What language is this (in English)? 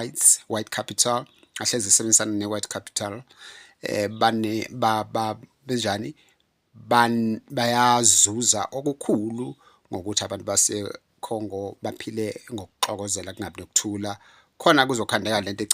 Zulu